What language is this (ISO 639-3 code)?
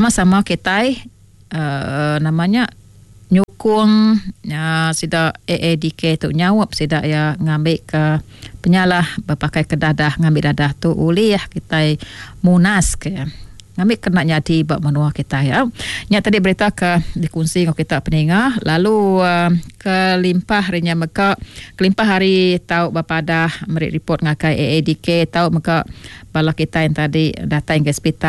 iba